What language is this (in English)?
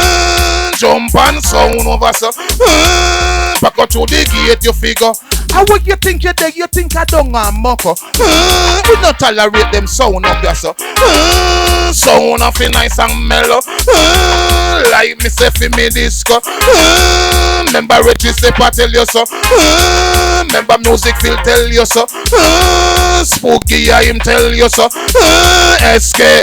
Jamaican Creole English